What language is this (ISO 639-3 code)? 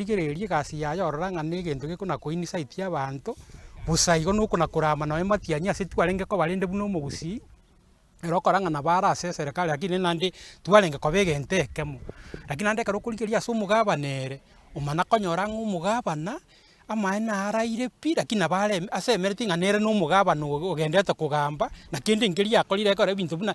guz